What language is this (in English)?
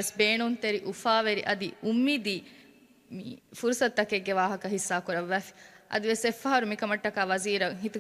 Divehi